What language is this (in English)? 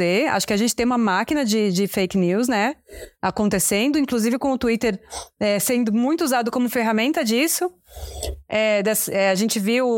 Portuguese